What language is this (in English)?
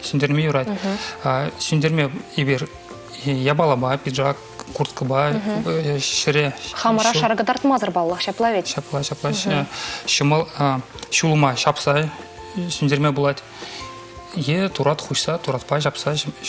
Chuvash